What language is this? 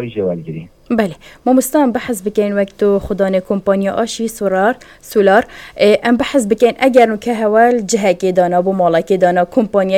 Kurdish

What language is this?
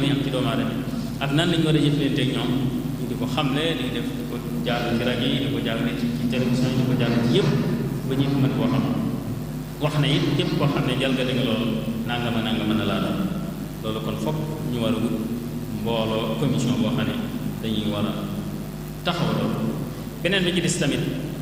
Wolof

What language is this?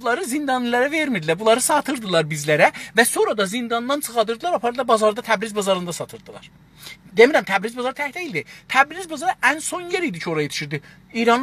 South Azerbaijani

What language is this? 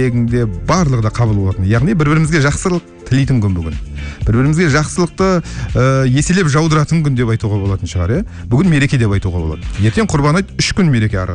Kazakh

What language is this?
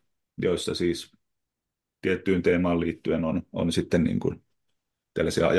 Finnish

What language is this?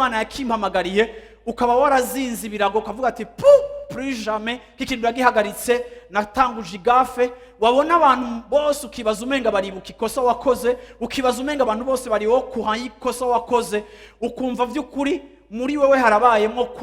Rundi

